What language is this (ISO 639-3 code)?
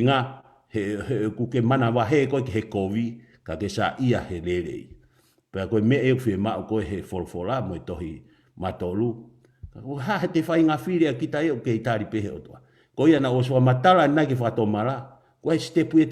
ton